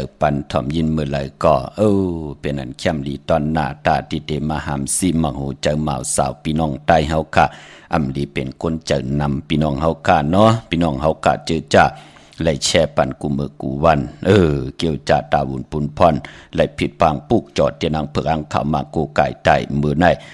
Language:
Shan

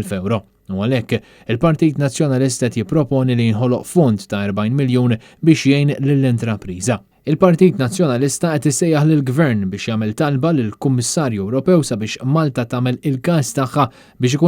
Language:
Maltese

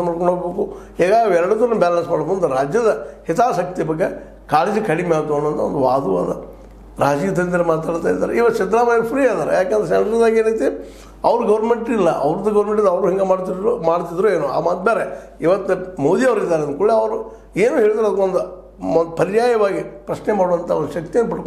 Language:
Kannada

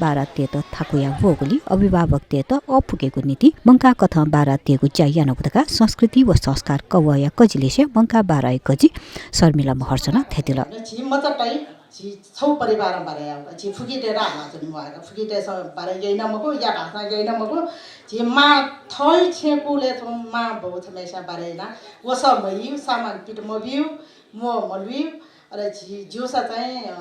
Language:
Newari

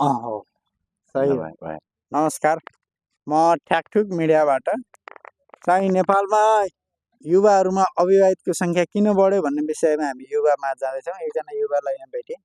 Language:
Nepali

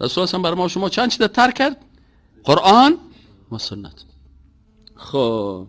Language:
Persian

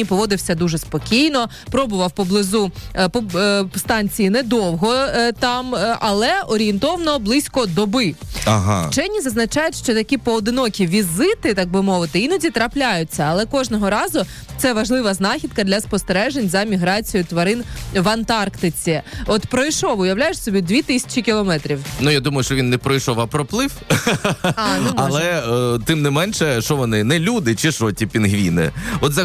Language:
Ukrainian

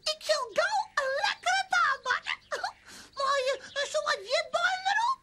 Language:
Western Frisian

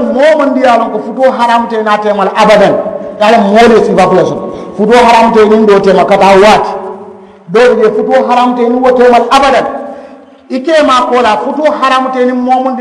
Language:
Mandingo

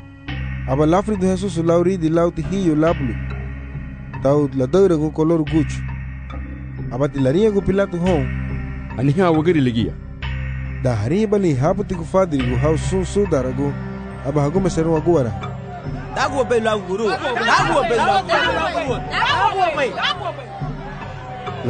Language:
Garifuna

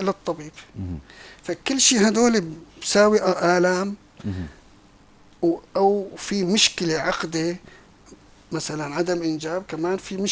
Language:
North Levantine Arabic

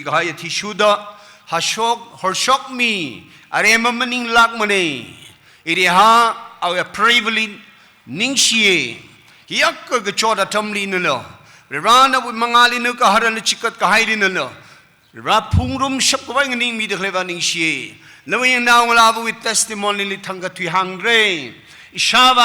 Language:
Tangkhul Naga (India)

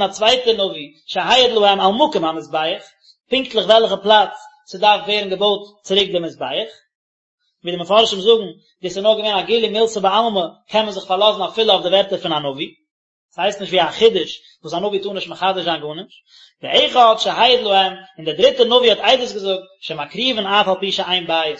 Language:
Yiddish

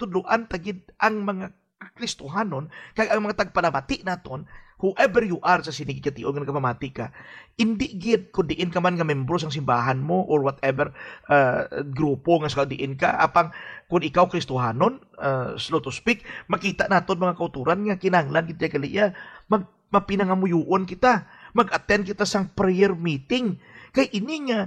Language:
Hiligaynon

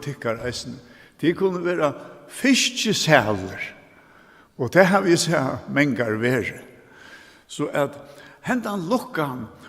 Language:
Faroese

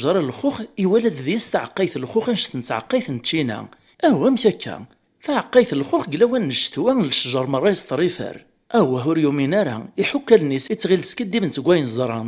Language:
Kabyle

